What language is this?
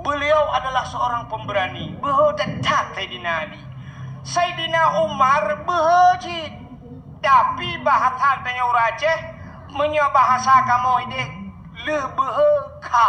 Achinese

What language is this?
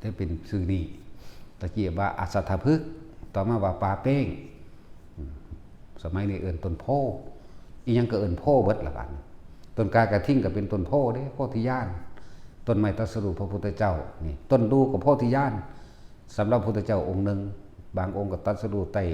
Northeastern Thai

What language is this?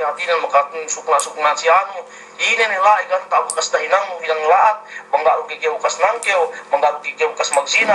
Yakan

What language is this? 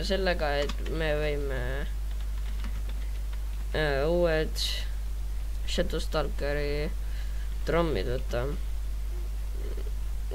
Estonian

